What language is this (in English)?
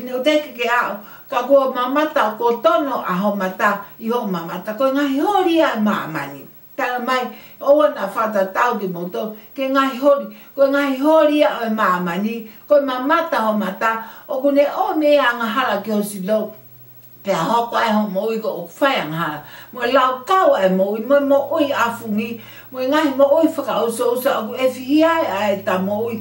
Tongan